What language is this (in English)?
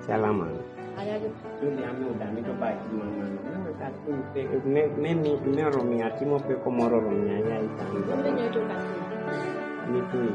Kumam